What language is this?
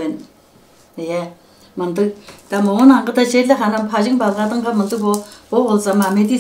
Tuvinian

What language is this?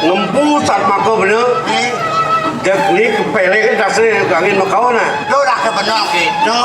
Balinese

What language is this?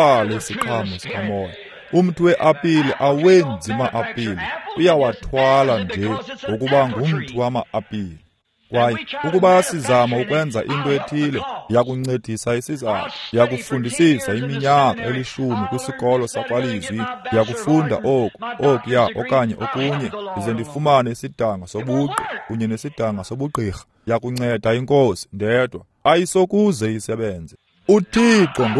Xhosa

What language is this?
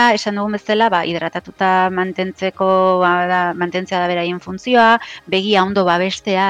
Basque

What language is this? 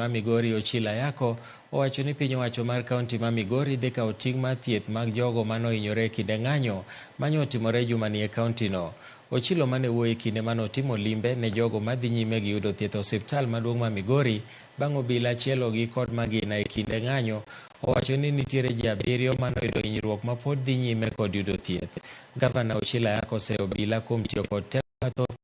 Luo (Kenya and Tanzania)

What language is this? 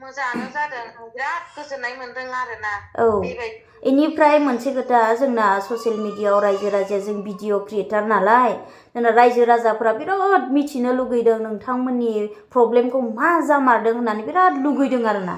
Bodo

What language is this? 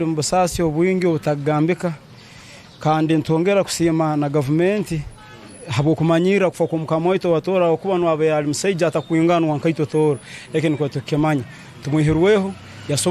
Tooro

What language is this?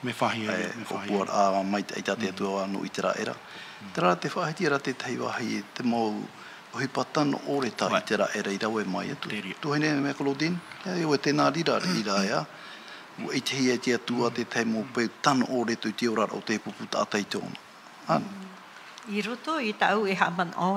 Tahitian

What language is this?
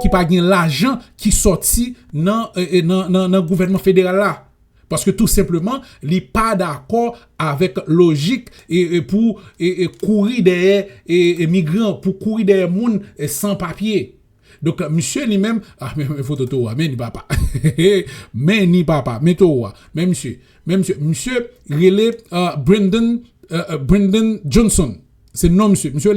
Haitian Creole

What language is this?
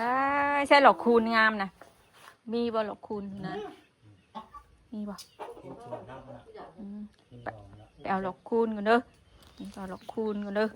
Northeastern Thai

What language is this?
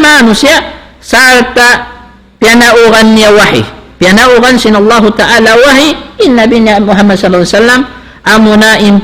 Tausug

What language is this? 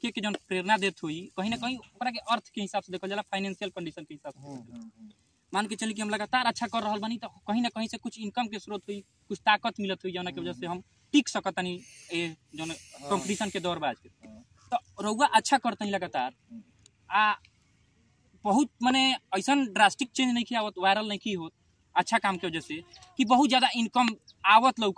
Bhojpuri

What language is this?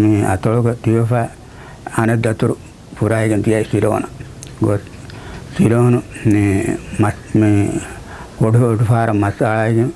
Divehi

